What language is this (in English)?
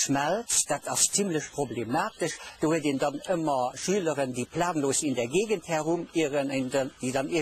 Luxembourgish